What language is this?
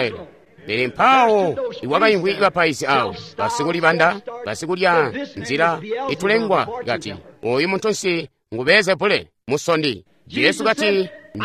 Tonga (Zambia)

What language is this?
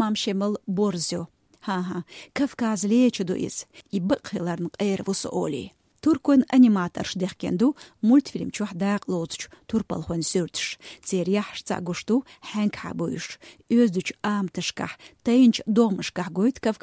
Chechen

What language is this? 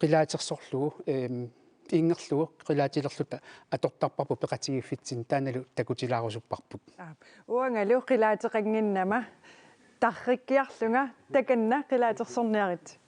Kalaallisut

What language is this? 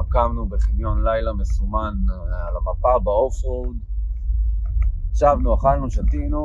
Hebrew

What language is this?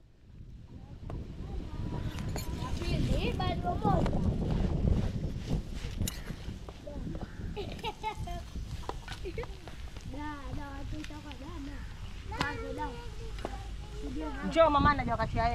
Swahili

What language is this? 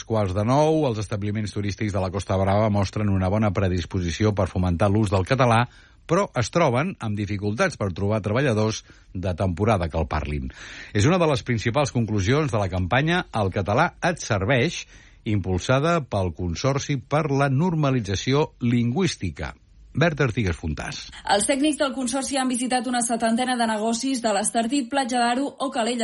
Catalan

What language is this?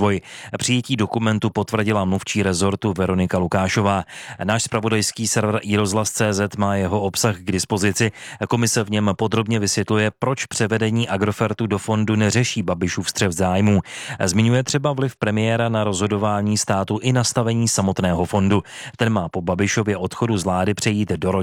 Czech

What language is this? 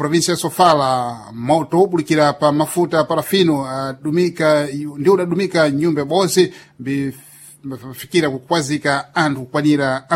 Sena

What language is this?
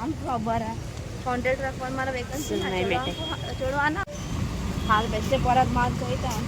Konkani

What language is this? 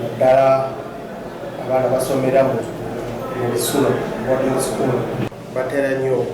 Ganda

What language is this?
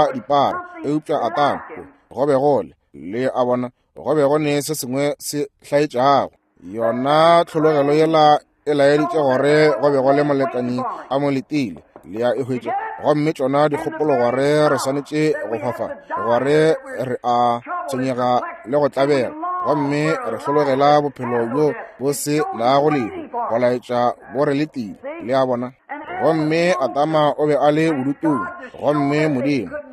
Northern Sotho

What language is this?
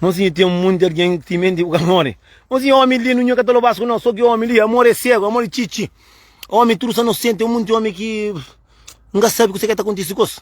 Kabuverdianu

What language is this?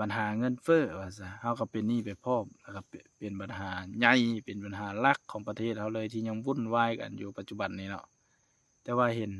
Lao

